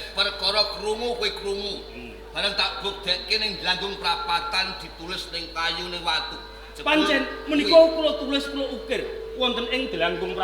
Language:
Javanese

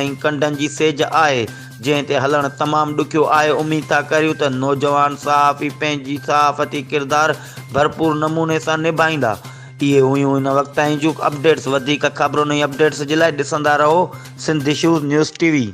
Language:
Sindhi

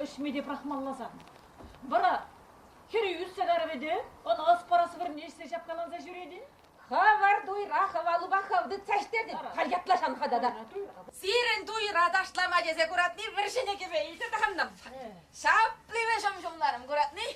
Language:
Chuvash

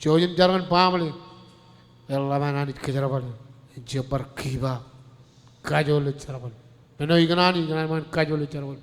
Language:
Marshallese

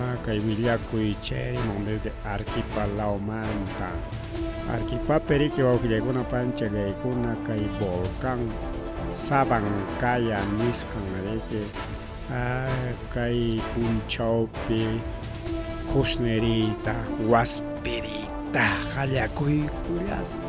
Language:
Ayacucho Quechua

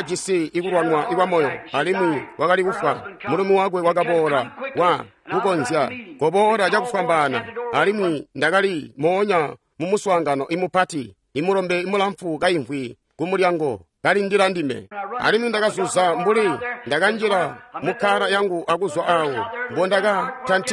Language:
Tonga (Zambia)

